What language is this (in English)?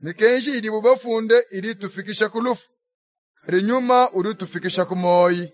Luba-Lulua